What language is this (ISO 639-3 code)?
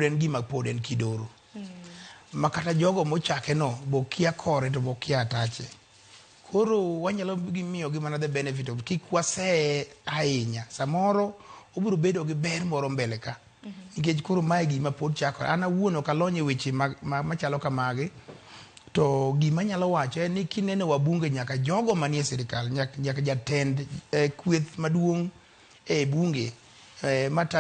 luo